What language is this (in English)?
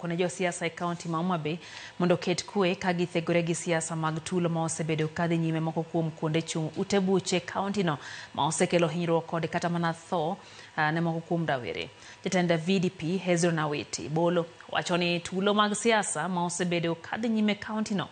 Luo (Kenya and Tanzania)